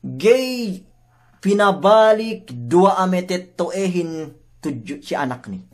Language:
Yakan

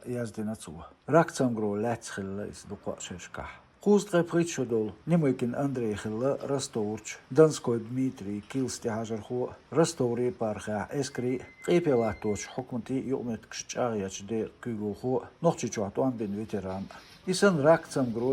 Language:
Chechen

